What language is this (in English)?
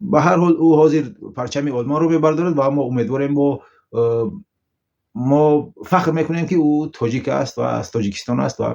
Tajik